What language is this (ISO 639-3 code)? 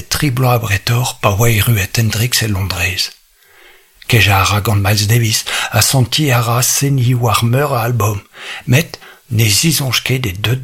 bre